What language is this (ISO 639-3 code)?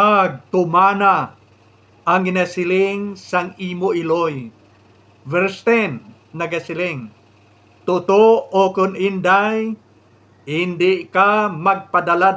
hil